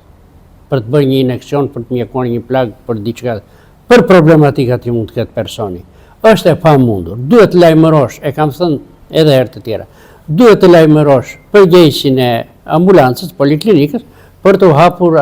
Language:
Albanian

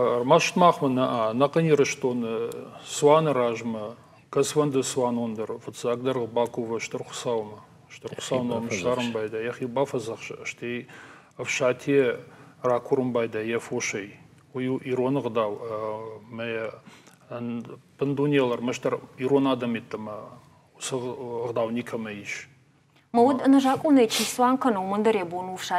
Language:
Ossetic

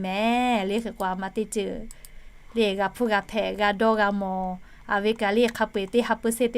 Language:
Lahu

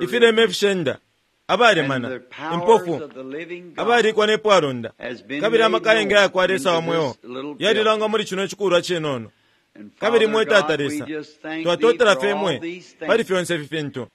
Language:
Bemba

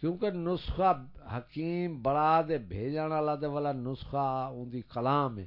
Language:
Saraiki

